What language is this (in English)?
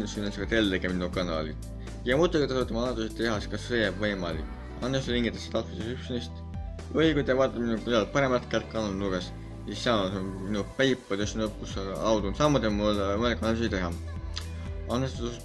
Estonian